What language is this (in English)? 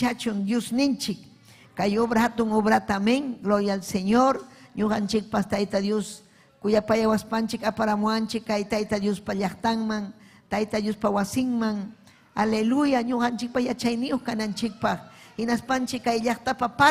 Ayacucho Quechua